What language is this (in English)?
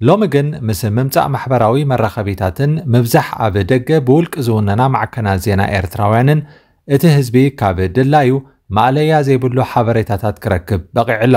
Tigrinya